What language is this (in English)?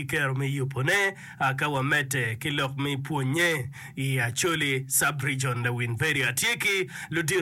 Acoli